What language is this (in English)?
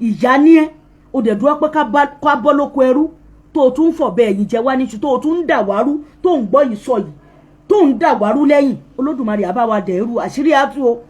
Yoruba